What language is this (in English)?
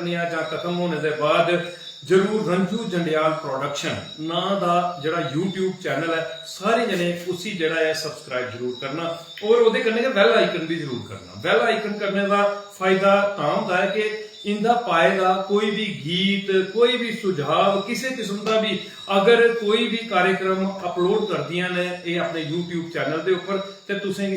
Dogri